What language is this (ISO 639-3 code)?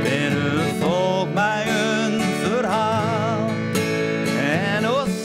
fry